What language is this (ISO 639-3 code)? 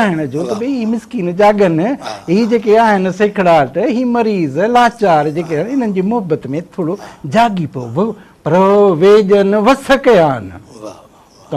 snd